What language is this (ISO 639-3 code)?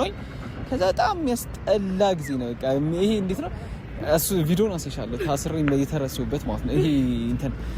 amh